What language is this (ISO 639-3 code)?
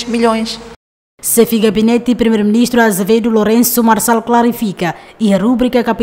tet